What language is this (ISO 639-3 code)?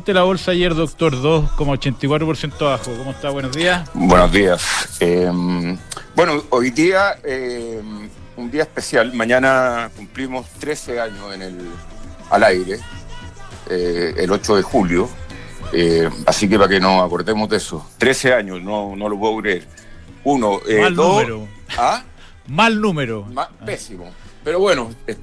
spa